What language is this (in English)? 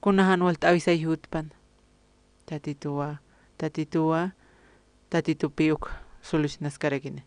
Aymara